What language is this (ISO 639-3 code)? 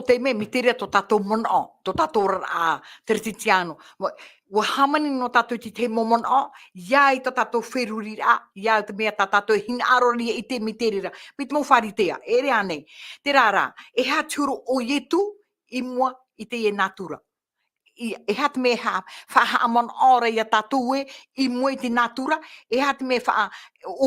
tah